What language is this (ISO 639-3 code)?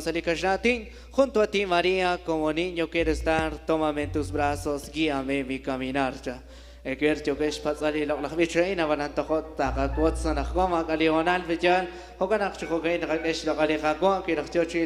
kek